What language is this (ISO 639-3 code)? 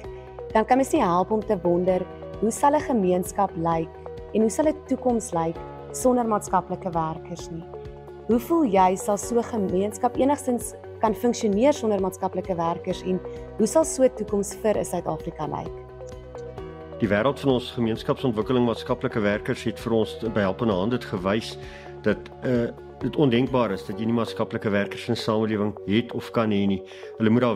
afr